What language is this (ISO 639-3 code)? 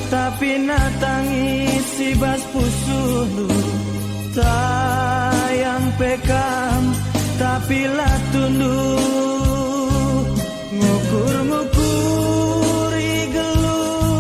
btx